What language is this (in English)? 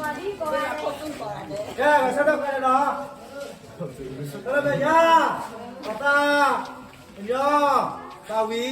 S'gaw Karen